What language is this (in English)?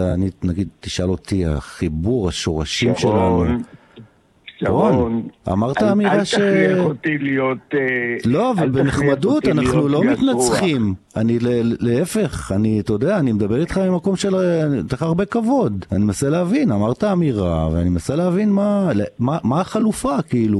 Hebrew